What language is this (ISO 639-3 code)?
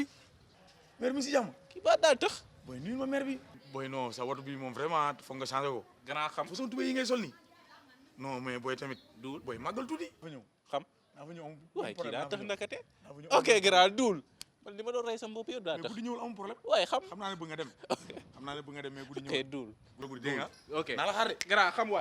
wol